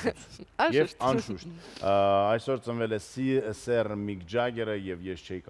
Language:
Armenian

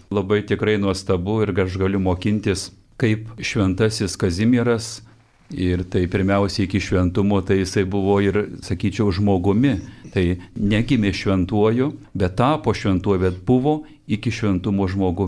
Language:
Lithuanian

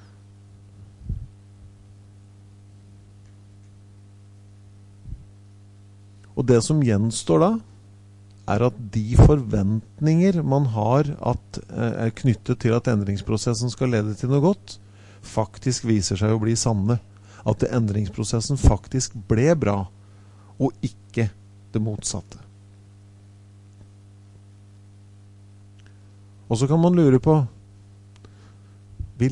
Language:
Norwegian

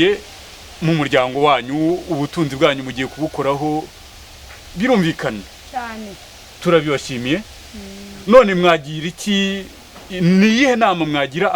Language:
Kinyarwanda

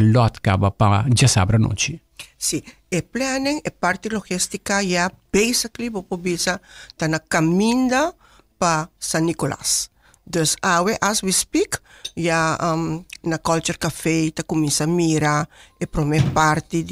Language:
Papiamento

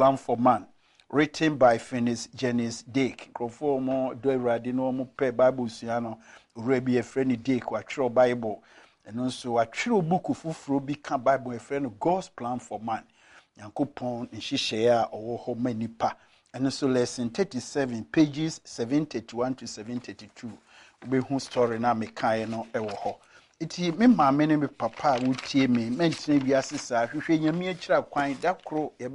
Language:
Akan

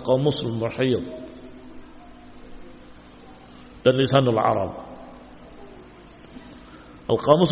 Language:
Indonesian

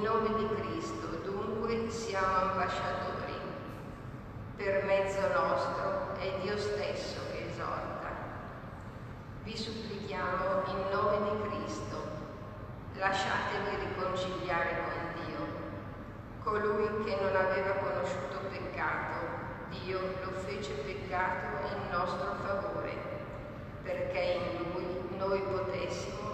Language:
Italian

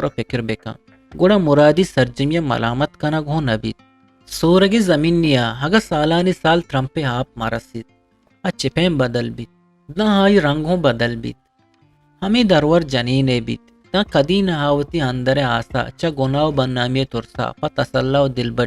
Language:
Eastern Balochi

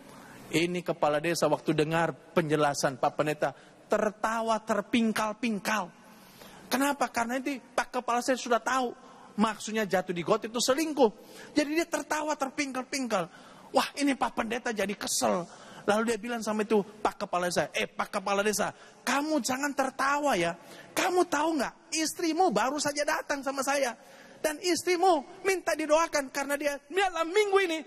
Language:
Indonesian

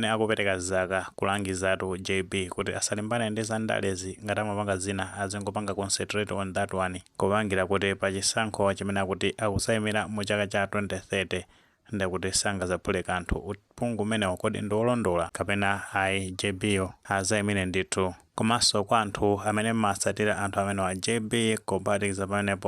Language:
Nyanja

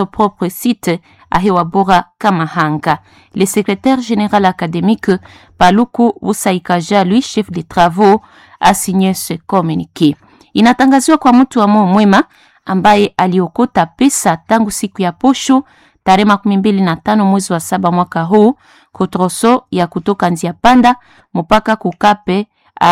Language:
Swahili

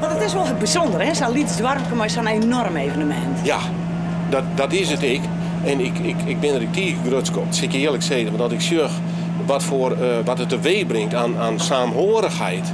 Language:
Western Frisian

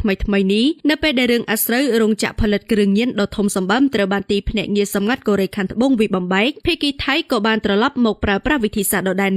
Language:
Khmer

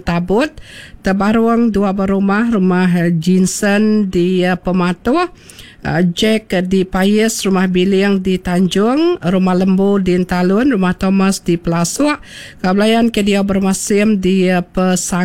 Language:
Iban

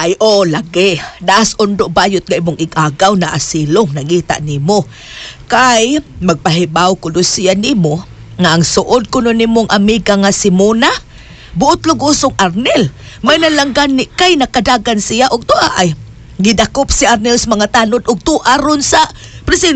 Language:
Cebuano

